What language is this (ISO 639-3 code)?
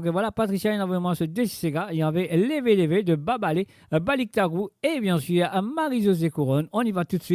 mfe